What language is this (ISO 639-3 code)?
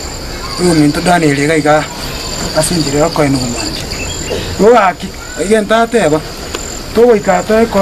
guz